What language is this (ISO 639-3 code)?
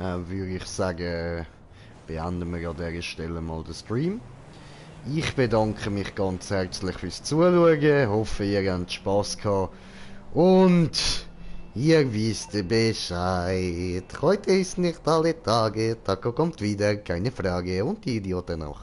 gsw